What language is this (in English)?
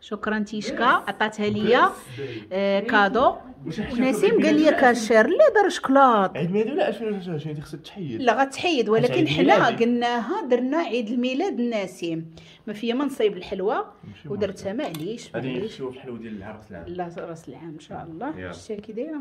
Moroccan Arabic